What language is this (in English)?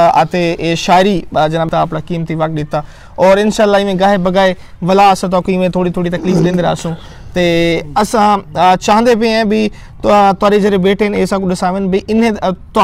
Saraiki